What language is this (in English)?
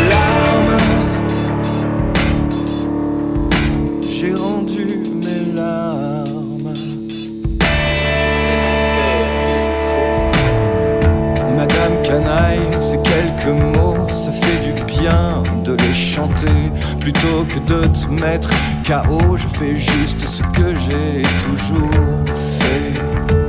French